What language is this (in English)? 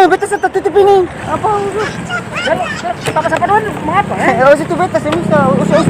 Ambonese Malay